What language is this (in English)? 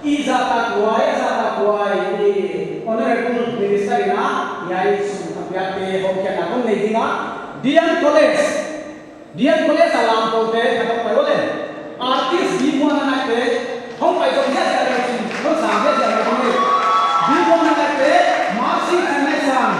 Paite Chin